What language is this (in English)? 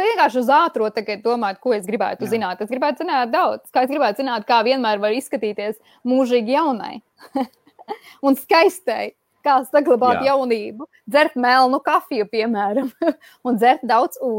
Latvian